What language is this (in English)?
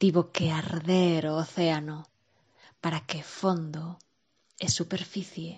Galician